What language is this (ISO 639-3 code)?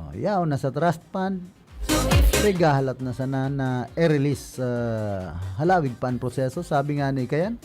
bik